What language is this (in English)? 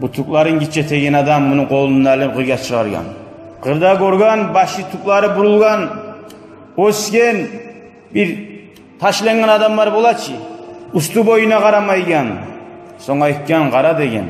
Kumyk